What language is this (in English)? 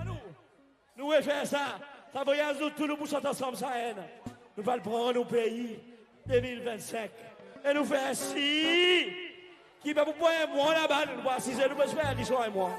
Seselwa Creole French